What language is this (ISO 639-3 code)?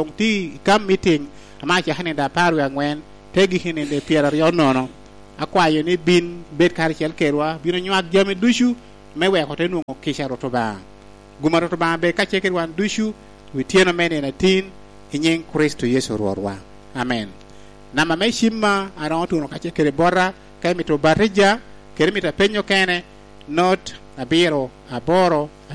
laj